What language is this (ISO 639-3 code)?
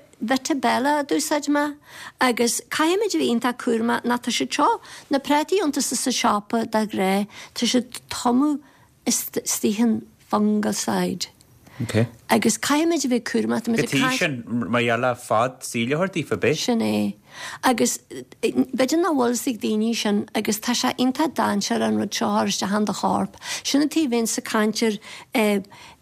gle